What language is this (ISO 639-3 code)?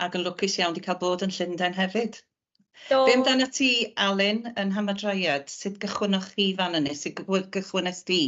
cym